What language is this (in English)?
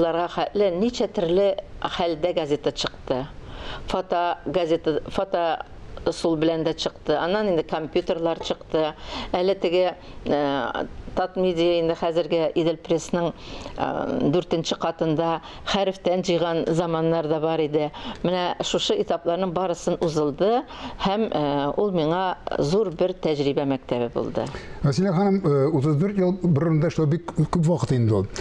Tatar